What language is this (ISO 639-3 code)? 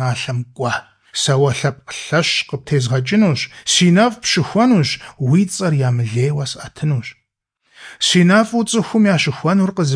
kbd